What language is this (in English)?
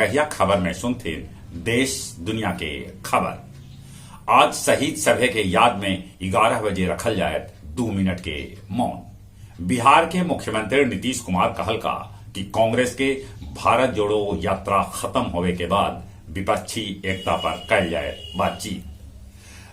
Magahi